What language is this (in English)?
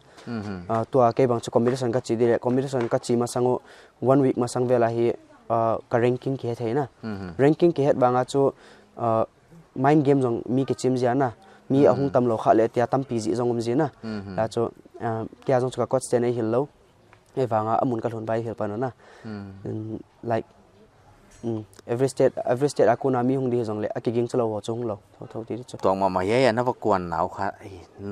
Paite Chin